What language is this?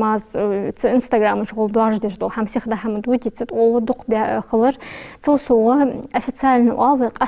Ingush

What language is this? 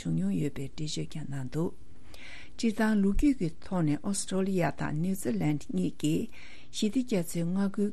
Tibetan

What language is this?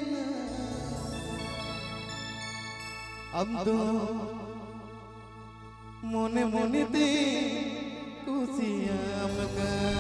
Santali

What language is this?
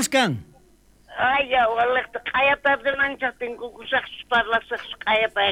South Bolivian Quechua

